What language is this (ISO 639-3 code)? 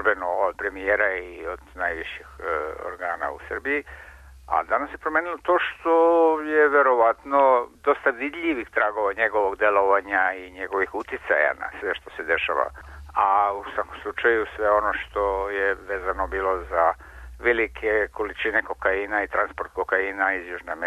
srp